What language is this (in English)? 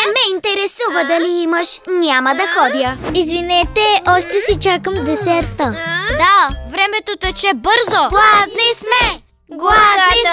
Bulgarian